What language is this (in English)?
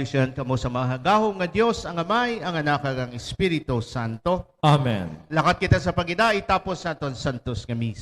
Hiligaynon